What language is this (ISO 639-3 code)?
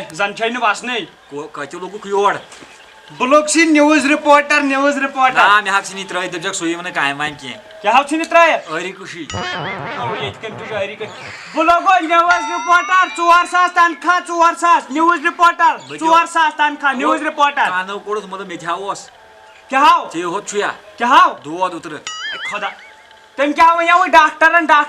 kas